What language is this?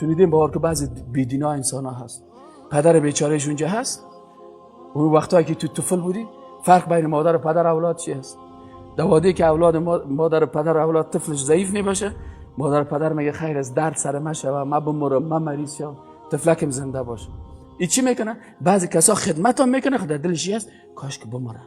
Persian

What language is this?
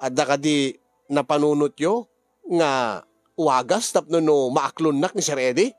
Iloko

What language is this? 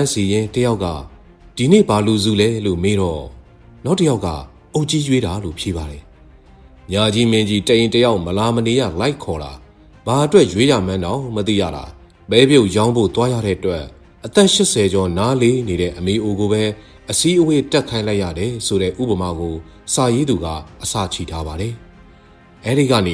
Burmese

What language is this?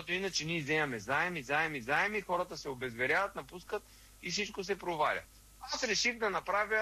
Bulgarian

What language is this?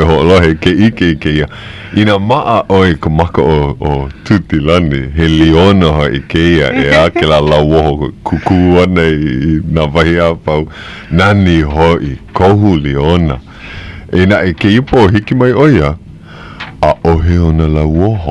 Hawaiian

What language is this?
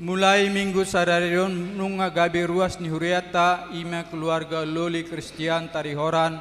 Batak Toba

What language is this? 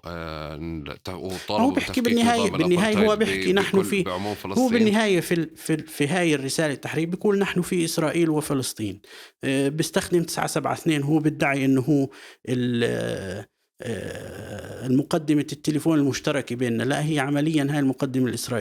North Levantine Arabic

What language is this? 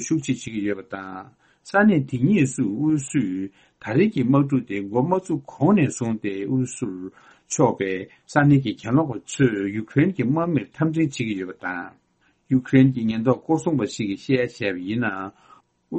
Tibetan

